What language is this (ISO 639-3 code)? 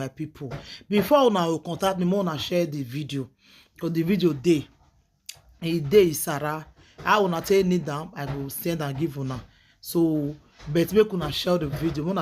pcm